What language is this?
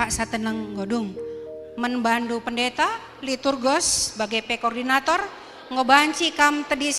Batak Karo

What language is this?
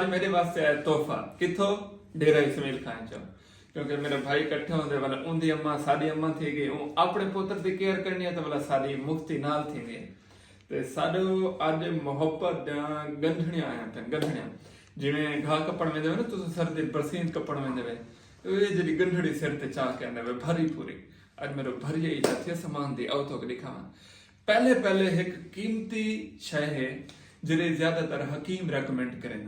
Saraiki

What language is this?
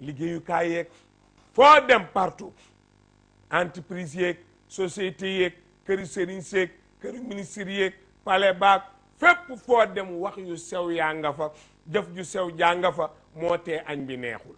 Wolof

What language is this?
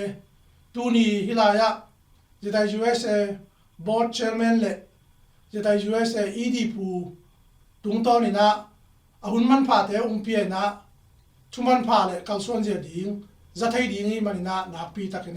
Tedim Chin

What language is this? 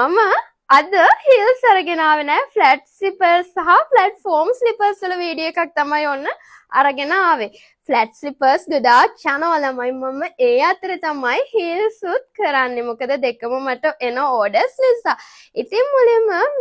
Sinhala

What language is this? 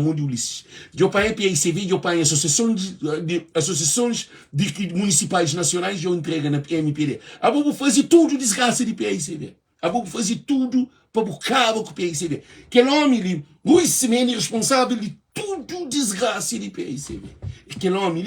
Kabuverdianu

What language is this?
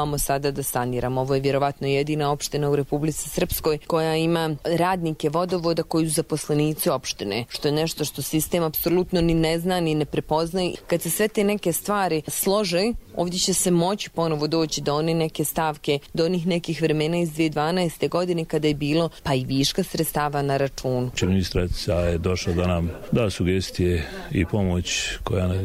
Croatian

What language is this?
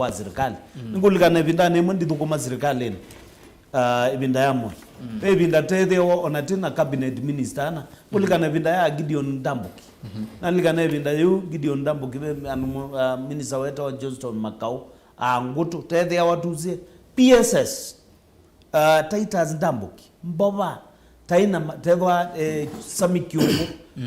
Kamba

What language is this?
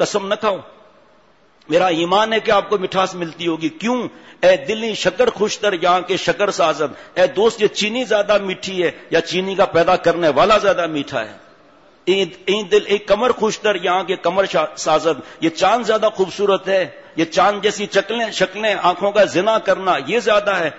Urdu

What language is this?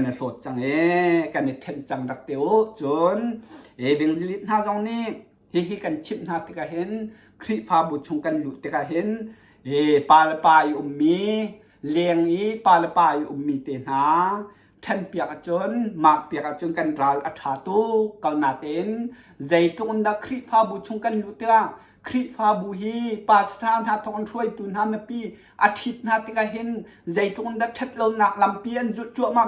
Hakha Chin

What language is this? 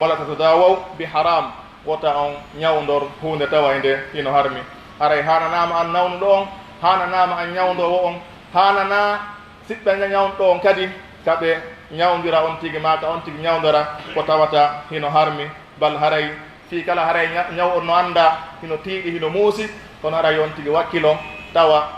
Pular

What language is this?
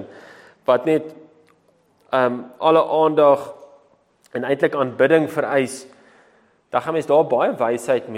Afrikaans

